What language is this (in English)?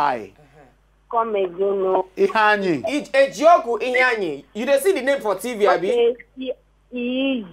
Nigerian Pidgin